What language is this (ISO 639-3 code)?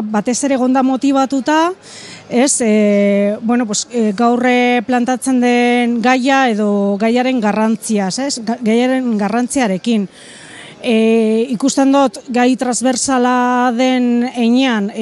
eus